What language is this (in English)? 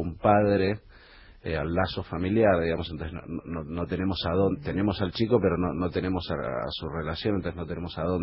Spanish